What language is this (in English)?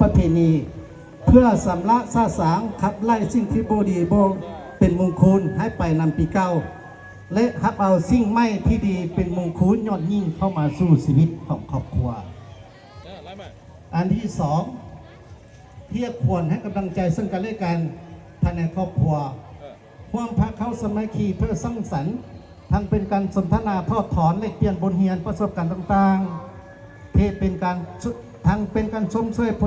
Lao